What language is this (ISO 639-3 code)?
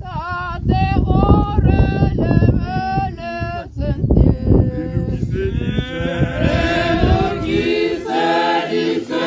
tsn